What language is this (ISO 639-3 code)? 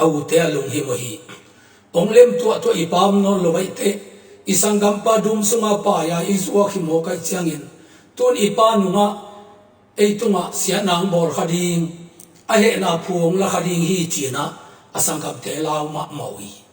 ctd